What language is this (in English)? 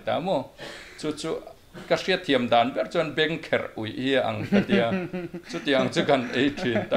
Mizo